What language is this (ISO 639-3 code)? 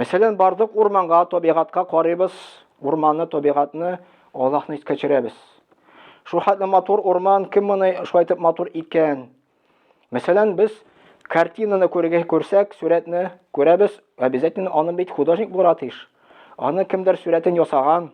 tat